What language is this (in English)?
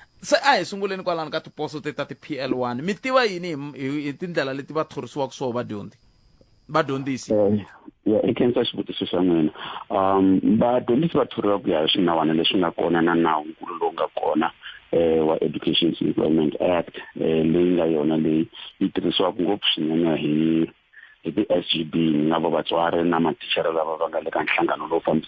Tsonga